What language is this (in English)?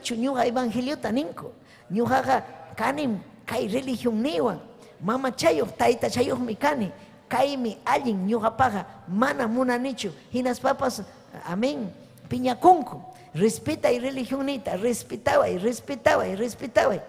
Ayacucho Quechua